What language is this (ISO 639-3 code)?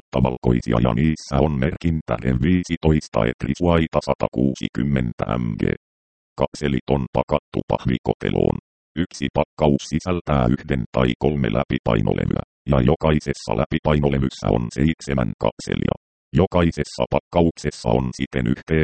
fin